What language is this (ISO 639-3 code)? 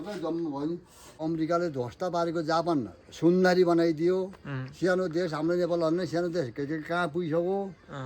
nep